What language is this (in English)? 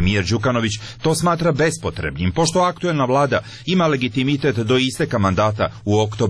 Serbian